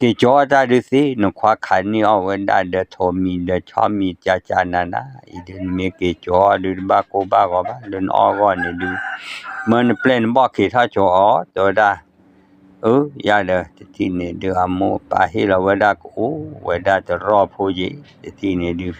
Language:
S'gaw Karen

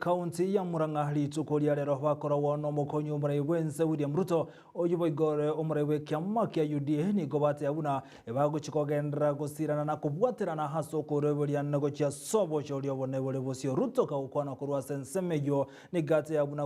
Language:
Gusii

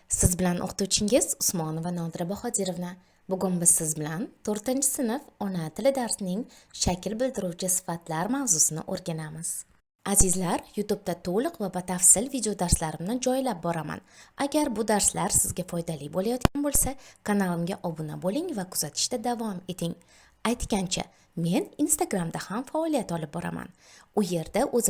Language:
Uzbek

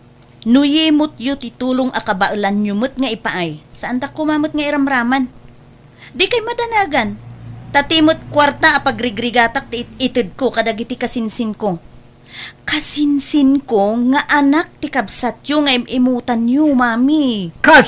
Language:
Iloko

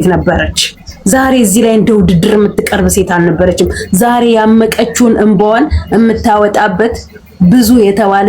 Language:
Amharic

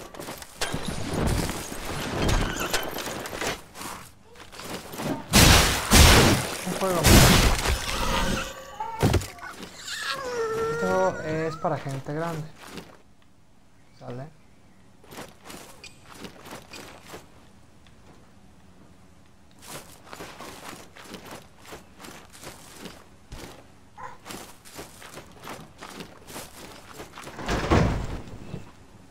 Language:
Spanish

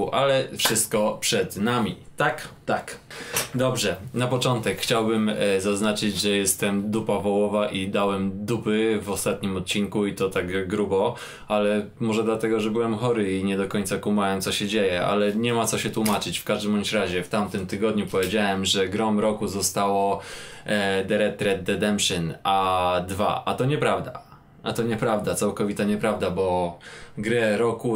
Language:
Polish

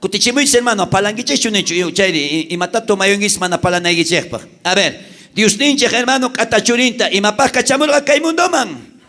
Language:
South Bolivian Quechua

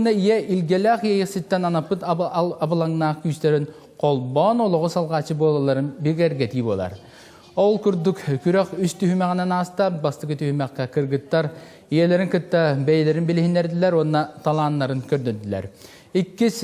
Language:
Yakut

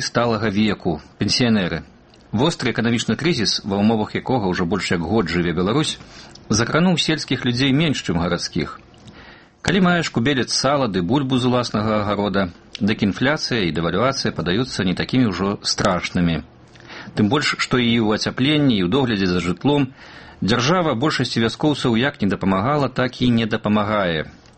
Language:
Belarusian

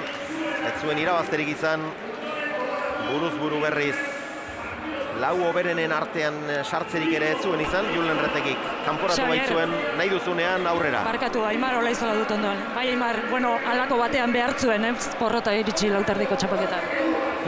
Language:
Basque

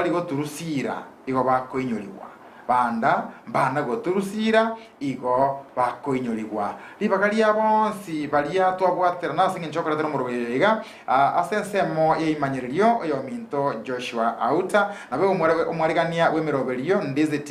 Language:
Gusii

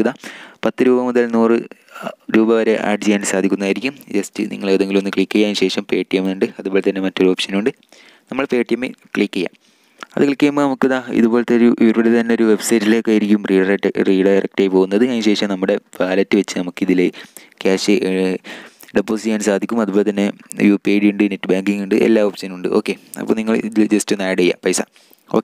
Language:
Malayalam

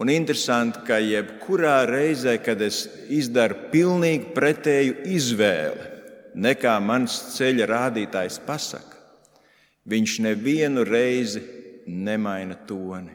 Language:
Latvian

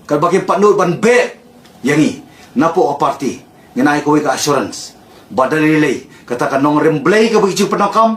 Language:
Khasi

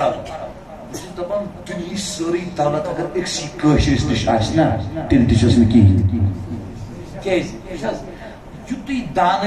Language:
Kashmiri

